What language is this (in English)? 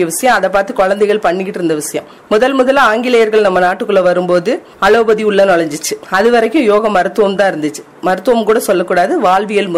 Tamil